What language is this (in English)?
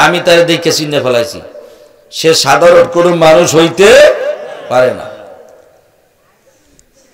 Bangla